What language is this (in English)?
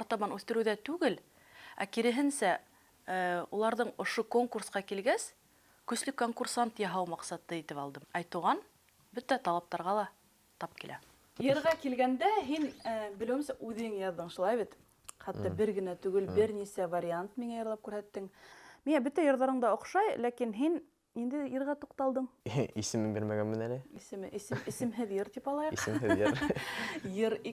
Bashkir